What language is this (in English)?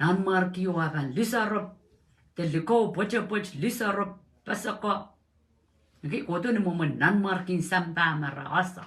Pohnpeian